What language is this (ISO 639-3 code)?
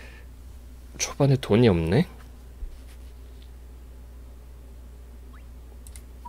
kor